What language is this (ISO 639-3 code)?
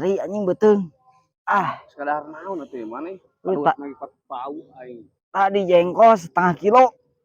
sun